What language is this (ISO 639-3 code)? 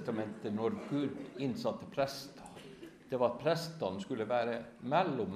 nor